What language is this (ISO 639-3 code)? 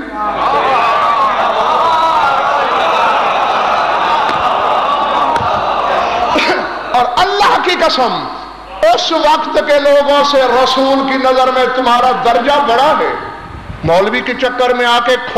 urd